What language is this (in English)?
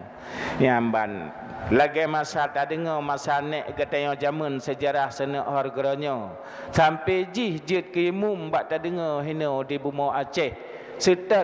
Achinese